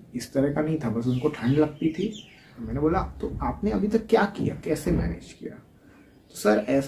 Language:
Hindi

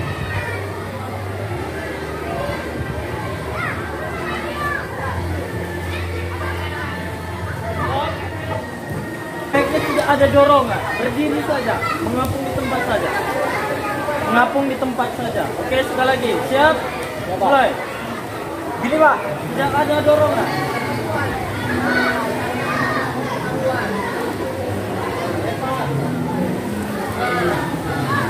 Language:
Indonesian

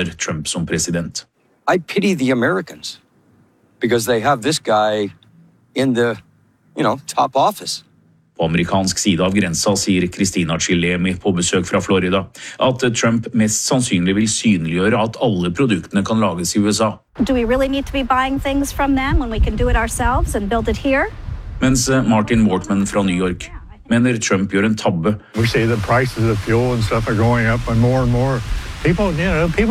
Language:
Norwegian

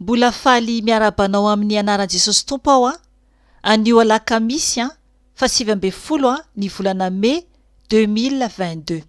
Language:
Malagasy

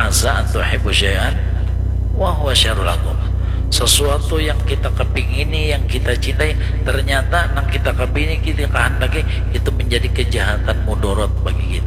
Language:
Banjar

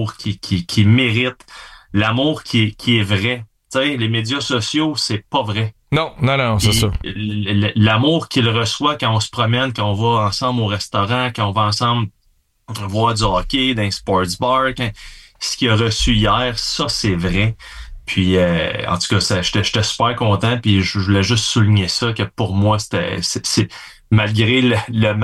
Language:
French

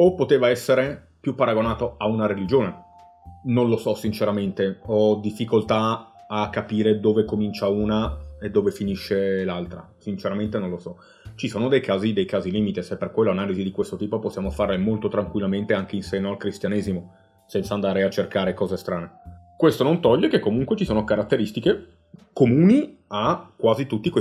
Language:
Italian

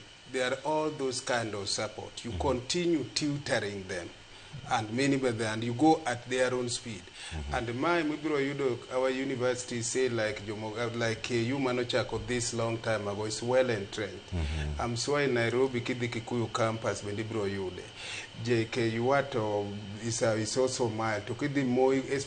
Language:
Luo (Kenya and Tanzania)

